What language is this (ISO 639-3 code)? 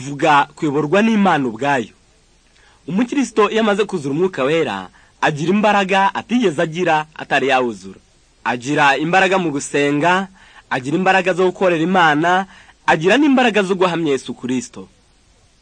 kin